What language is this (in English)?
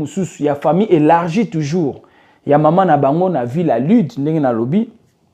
Lingala